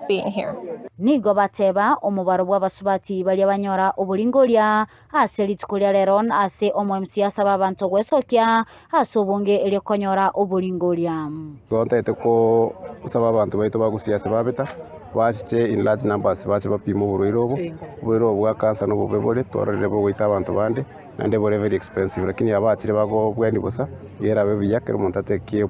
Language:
Gusii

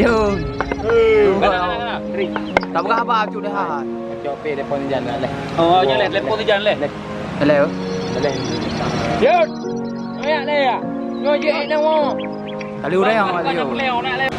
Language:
Achinese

